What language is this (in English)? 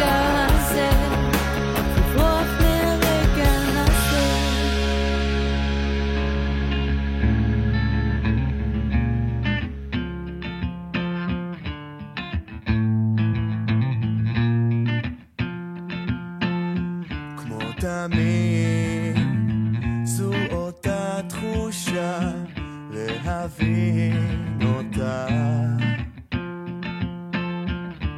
Hebrew